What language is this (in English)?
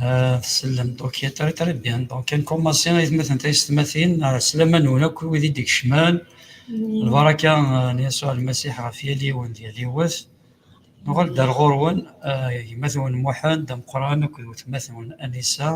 Kabyle